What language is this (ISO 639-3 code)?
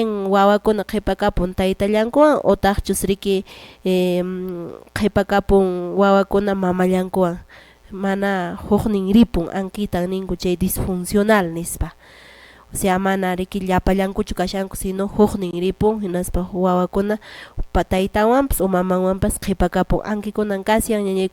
que